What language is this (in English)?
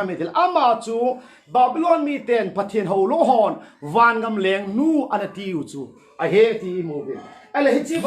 Thado Chin